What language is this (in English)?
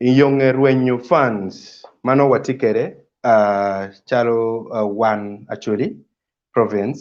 Acoli